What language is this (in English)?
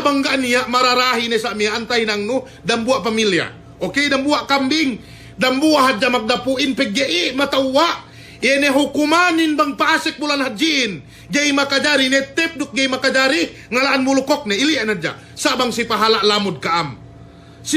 Yakan